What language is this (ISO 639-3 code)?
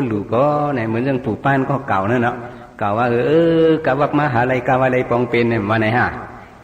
shn